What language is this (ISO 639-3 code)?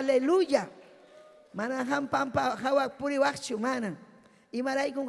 quy